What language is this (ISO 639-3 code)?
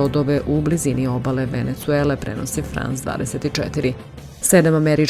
bos